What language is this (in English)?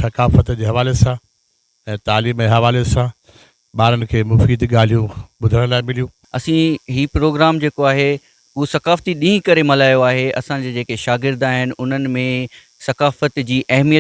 Sindhi